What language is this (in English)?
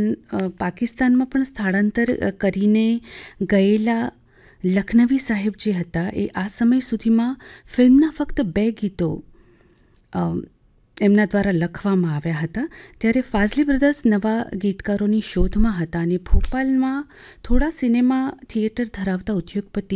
Gujarati